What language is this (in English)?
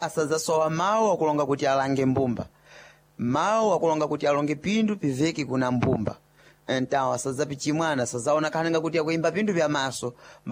Sena